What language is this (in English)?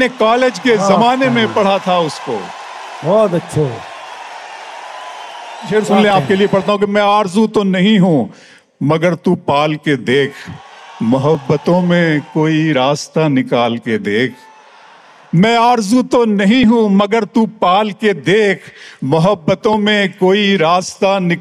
Urdu